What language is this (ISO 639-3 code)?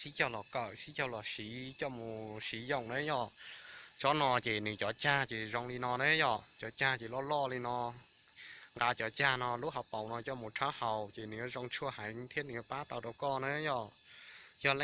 hmn